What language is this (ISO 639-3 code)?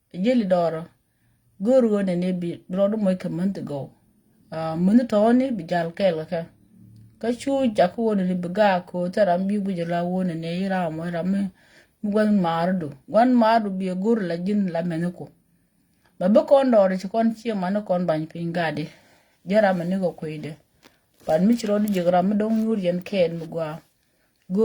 nus